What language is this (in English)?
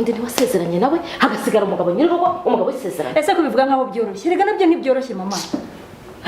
Kinyarwanda